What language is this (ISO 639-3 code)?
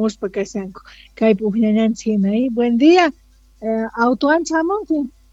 que